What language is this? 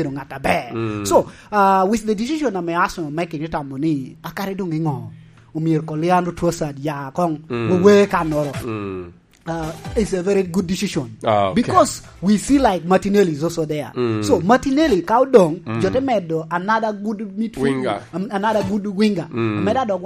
Lango (Uganda)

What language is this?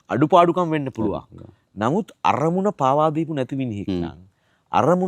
Sinhala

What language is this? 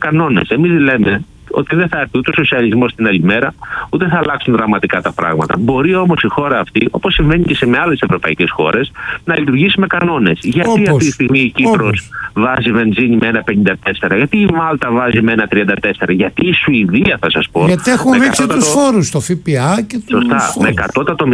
Greek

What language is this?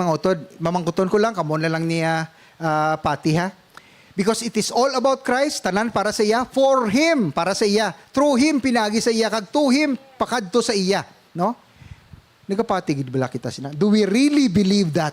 Hiligaynon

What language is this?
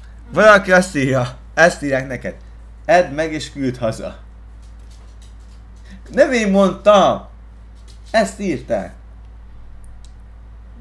Hungarian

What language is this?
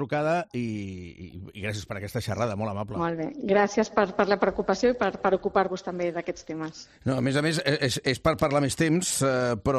Catalan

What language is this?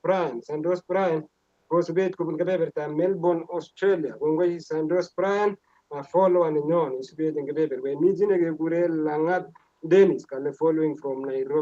Kalenjin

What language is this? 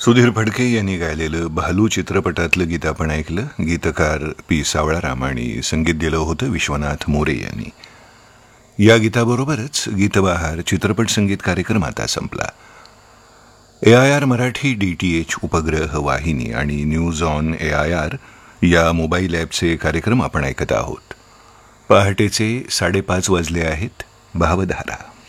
Marathi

